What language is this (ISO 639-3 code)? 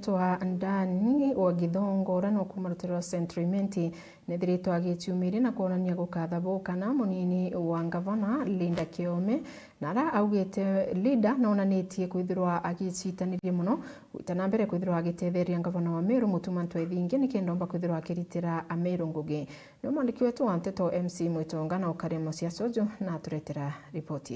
mer